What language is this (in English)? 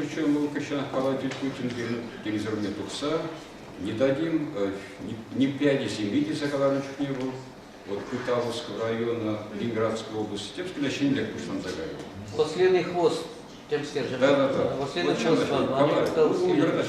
Chuvash